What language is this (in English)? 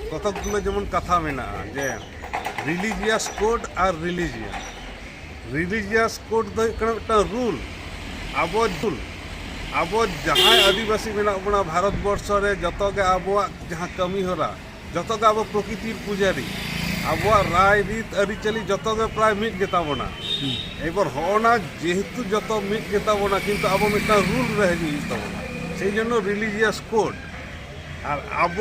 Santali